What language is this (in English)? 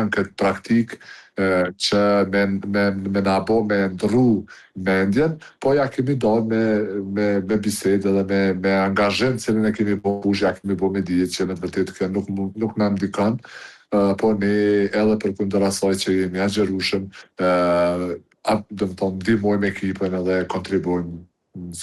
Albanian